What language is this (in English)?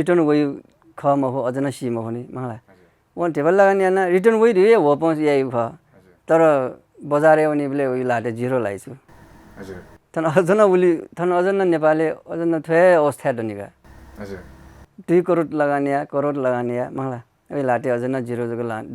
Newari